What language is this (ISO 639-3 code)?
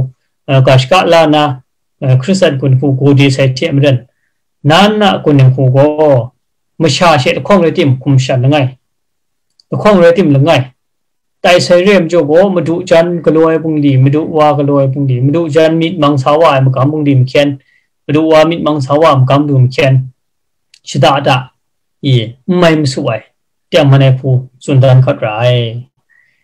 kac